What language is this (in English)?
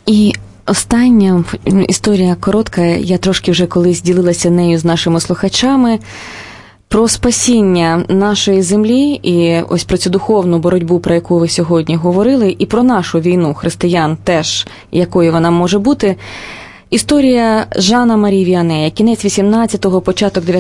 Ukrainian